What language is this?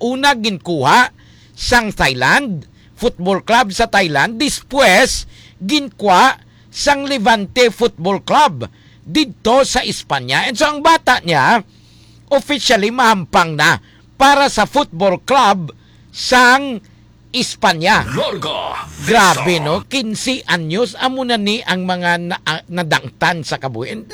Hiligaynon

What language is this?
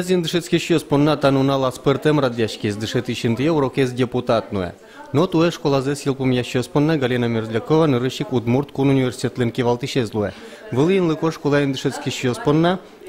Udmurt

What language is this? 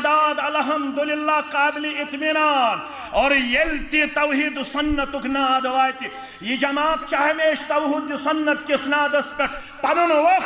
Kashmiri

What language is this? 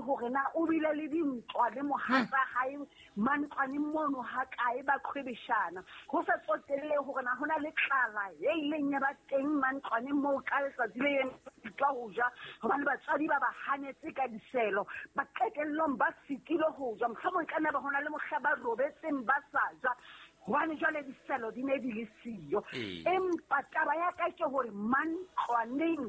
Southern Sotho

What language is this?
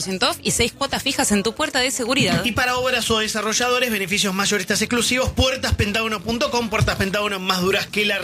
Spanish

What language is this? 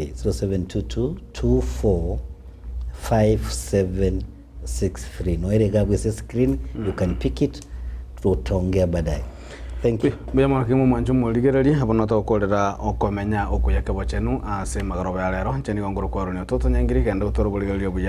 Gusii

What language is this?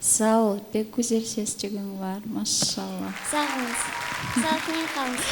Crimean Tatar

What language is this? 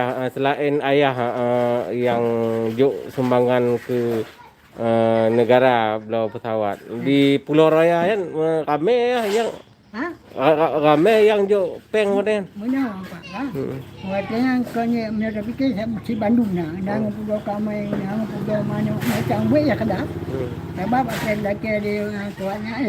Achinese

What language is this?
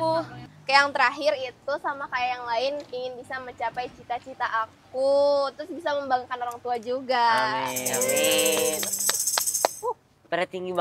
Indonesian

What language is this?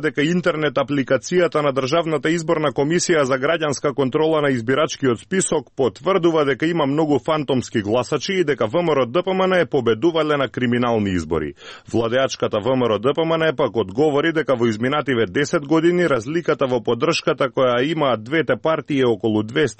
Macedonian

